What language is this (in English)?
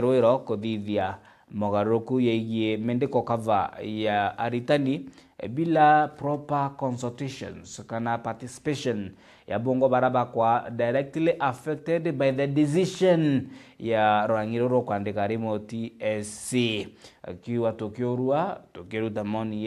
Meru